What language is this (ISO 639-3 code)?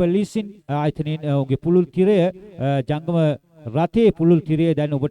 sin